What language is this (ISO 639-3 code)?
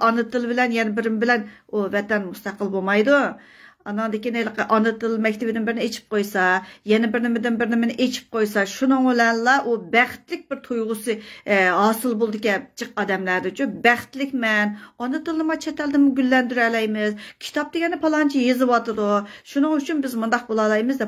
uig